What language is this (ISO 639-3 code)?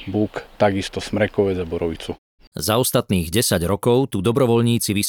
slk